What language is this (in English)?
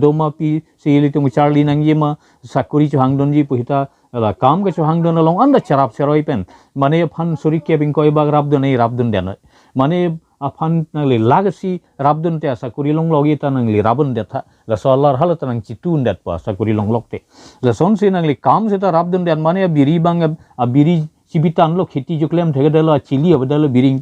Karbi